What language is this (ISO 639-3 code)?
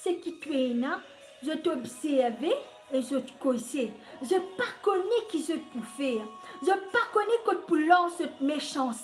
mfe